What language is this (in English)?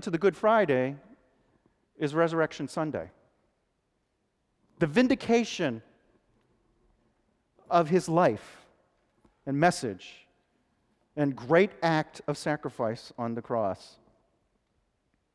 English